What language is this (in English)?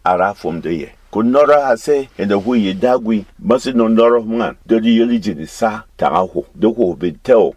Berom